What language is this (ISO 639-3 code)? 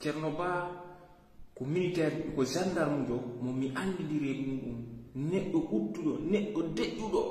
ful